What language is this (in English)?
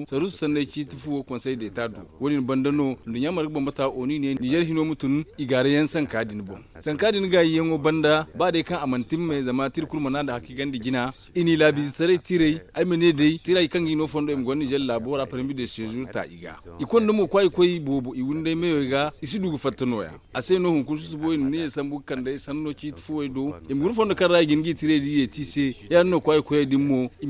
Zarma